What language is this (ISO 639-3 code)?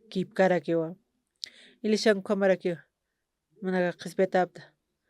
aym